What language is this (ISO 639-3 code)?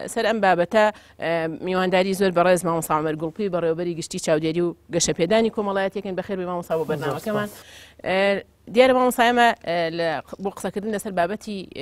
ckb